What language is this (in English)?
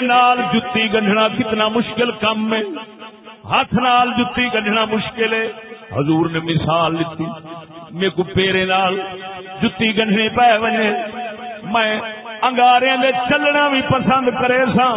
Saraiki